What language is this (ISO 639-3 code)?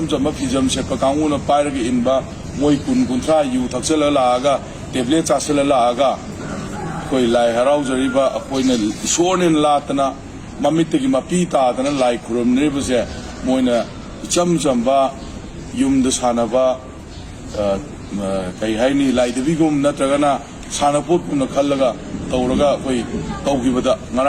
mni